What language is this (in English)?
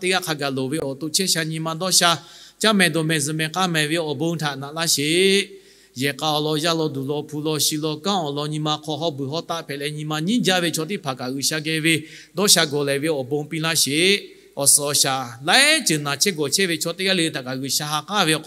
Lahu